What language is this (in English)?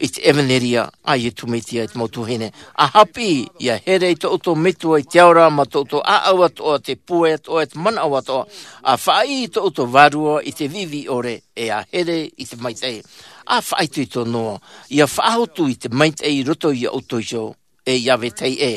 Tahitian